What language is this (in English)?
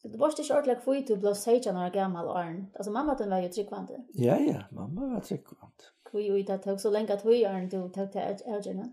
Faroese